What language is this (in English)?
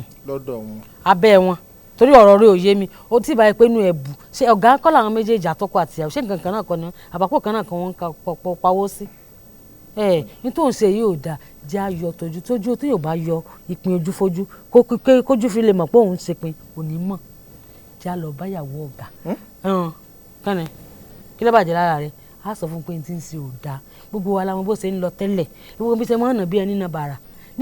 Yoruba